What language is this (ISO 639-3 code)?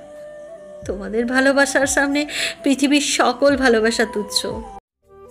ben